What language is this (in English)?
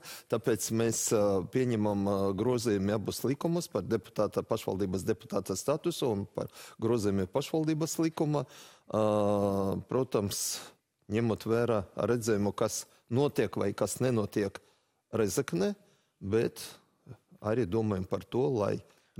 Latvian